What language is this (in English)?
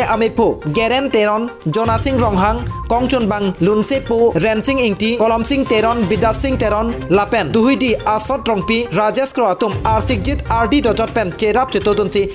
Karbi